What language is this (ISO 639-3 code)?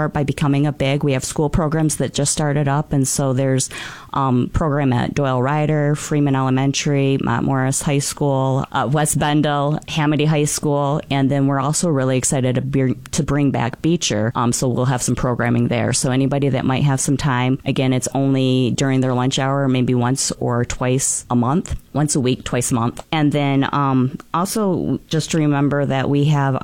eng